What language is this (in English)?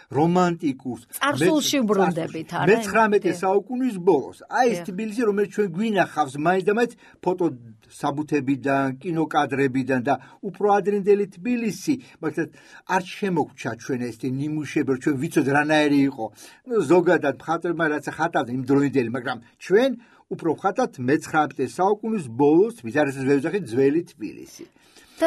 Georgian